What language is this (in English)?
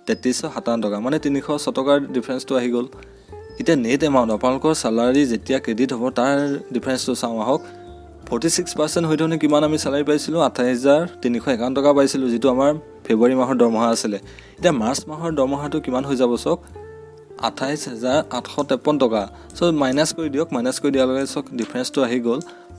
Assamese